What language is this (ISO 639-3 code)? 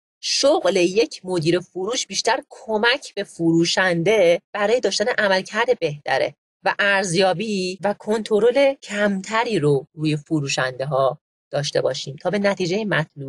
fas